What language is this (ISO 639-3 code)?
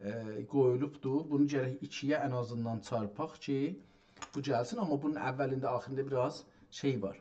azb